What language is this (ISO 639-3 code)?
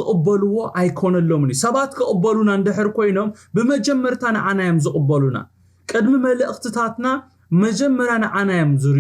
tir